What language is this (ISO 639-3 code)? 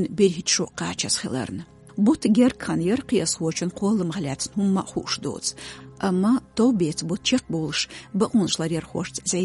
che